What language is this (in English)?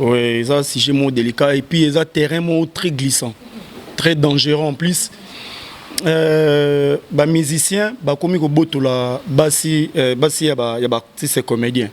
Lingala